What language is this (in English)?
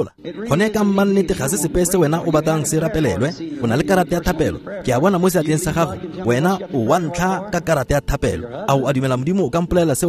Tswana